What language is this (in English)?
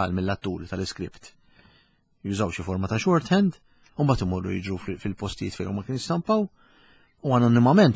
Maltese